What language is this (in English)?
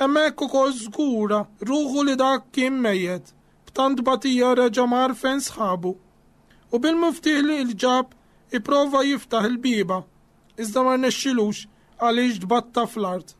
Maltese